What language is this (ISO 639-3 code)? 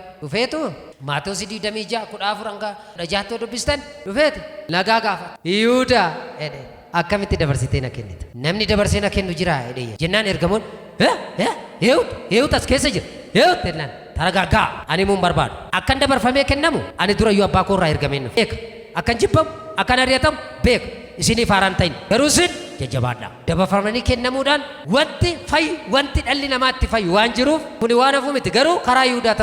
orm